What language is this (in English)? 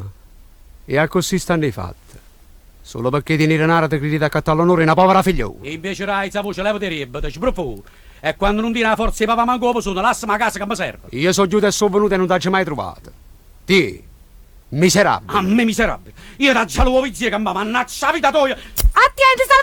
Neapolitan